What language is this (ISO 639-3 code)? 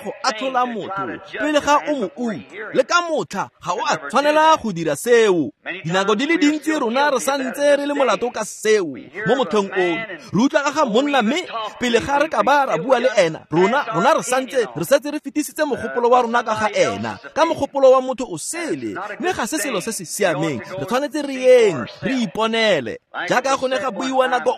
tsn